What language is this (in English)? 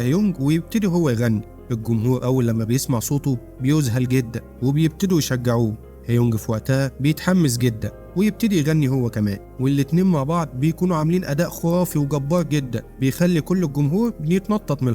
Egyptian Arabic